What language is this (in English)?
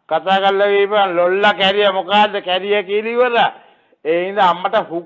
Sinhala